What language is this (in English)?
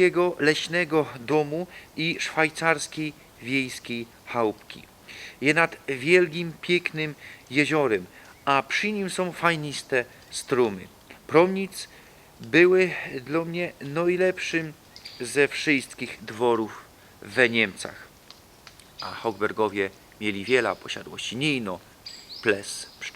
Silesian